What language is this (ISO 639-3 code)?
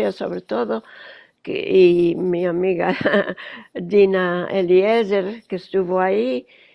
lad